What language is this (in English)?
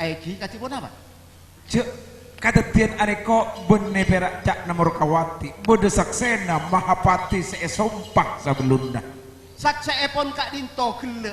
Madurese